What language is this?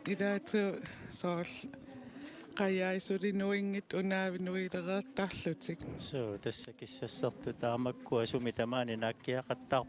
Kalaallisut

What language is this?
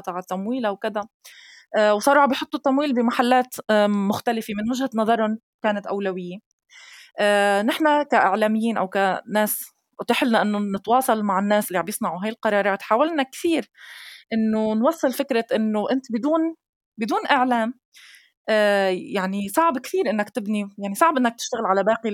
North Levantine Arabic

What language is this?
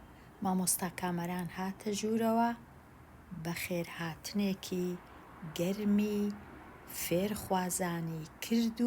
Central Kurdish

